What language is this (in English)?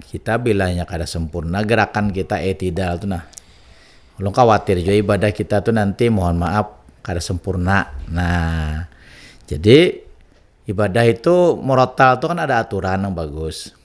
Banjar